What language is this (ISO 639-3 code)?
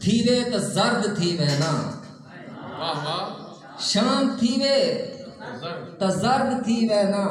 skr